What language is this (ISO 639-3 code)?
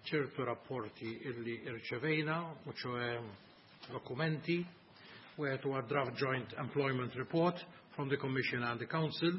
mlt